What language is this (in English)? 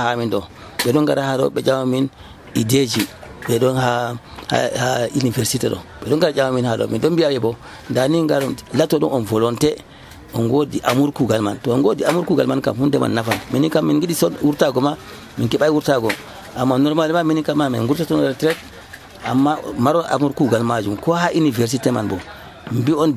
Nigerian Fulfulde